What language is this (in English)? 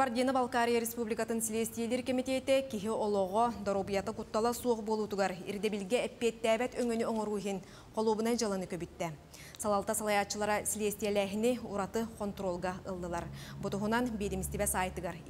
Yakut